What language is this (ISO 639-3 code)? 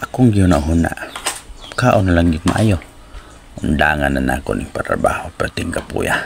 ceb